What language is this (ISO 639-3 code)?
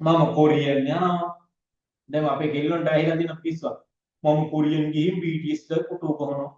sin